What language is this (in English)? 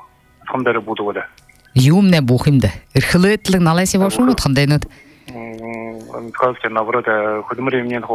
Buriat